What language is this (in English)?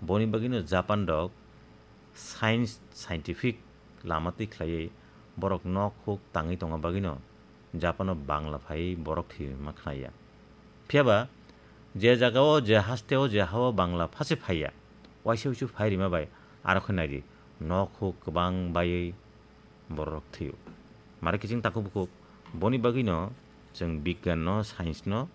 Kok Borok